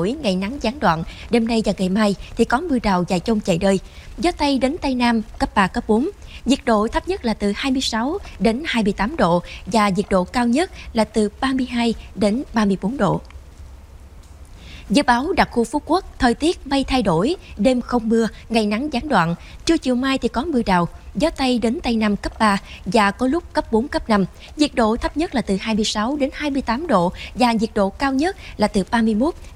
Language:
Vietnamese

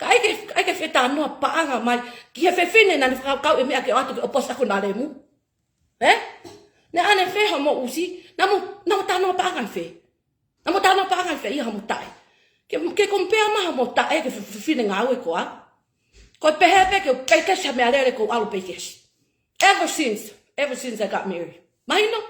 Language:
Tongan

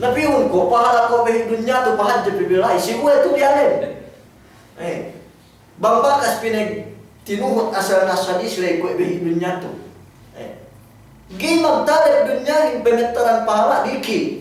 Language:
Yakan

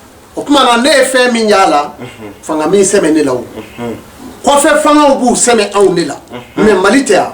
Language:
Bambara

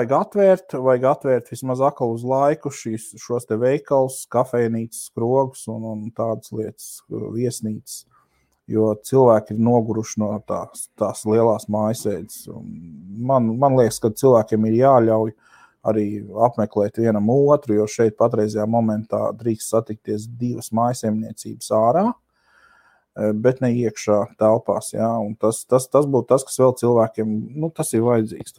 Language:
Latvian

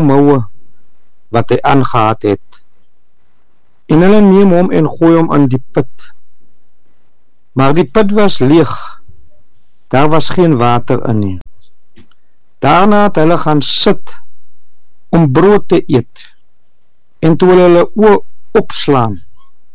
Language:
Afrikaans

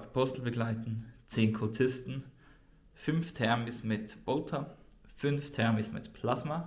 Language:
Swiss German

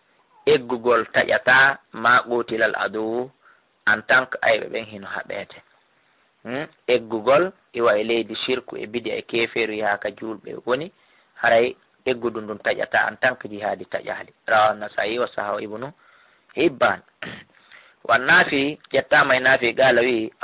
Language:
Fula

